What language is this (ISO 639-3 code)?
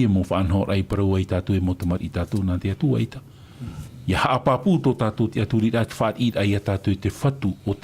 tah